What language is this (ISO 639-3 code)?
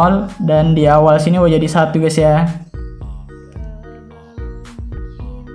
ind